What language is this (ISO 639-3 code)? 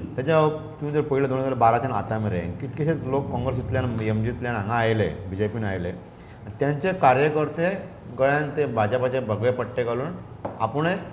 kok